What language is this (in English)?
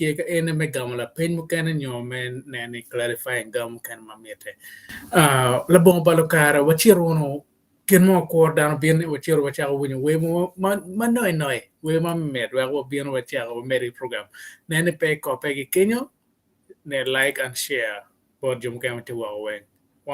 Acoli